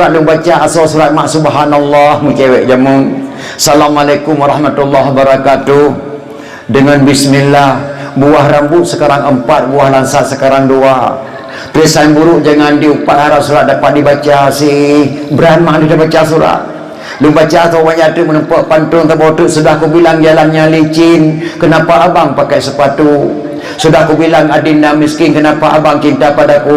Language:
Achinese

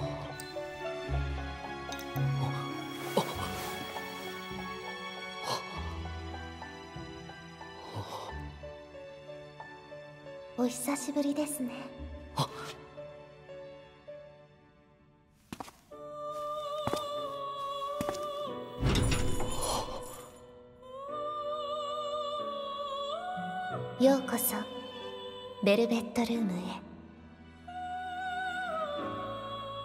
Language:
Japanese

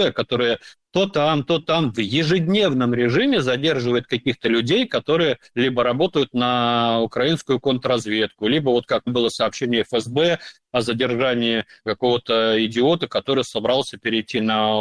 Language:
Russian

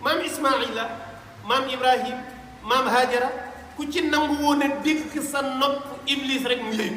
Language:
Wolof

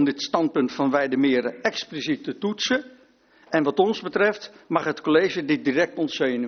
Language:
Dutch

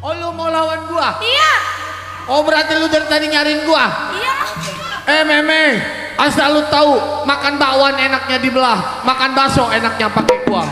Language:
Betawi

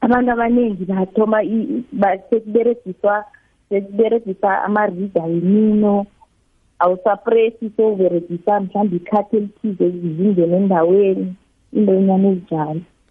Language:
South Ndebele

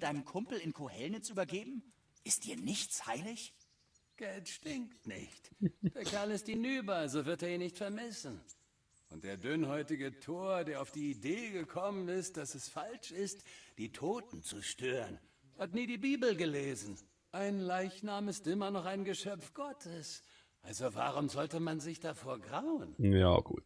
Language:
Swiss German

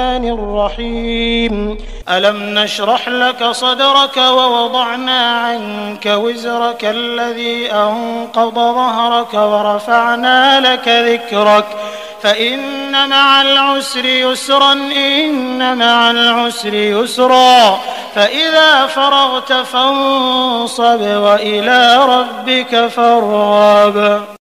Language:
Arabic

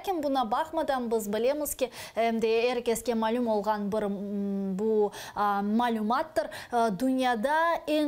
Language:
Crimean Tatar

